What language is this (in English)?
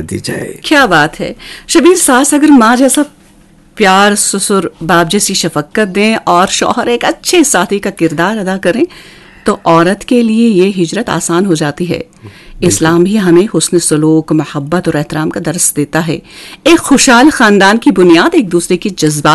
Urdu